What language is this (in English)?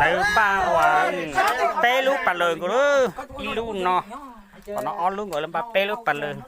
Hmong